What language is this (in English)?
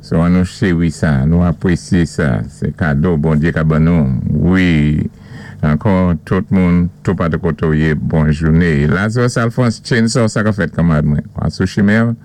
Saint Lucian Creole French